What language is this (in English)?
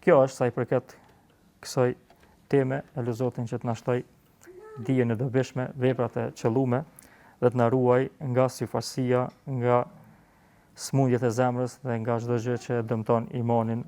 Albanian